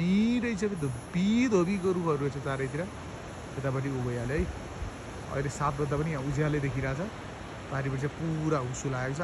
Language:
Nepali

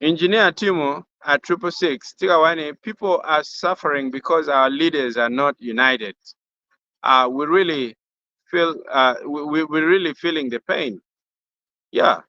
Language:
Acoli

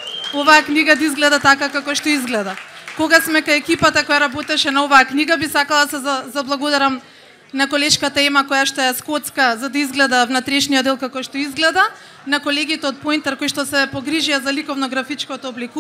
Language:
Macedonian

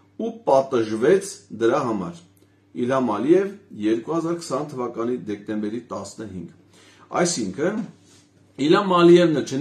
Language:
Armenian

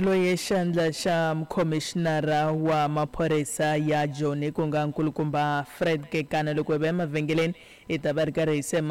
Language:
Tsonga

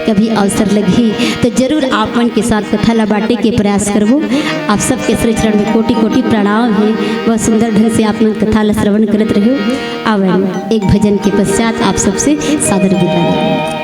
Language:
Chhattisgarhi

